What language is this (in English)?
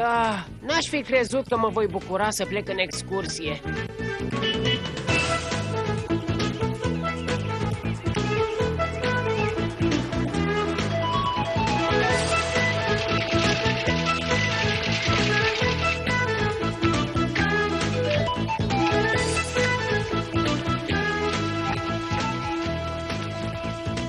Romanian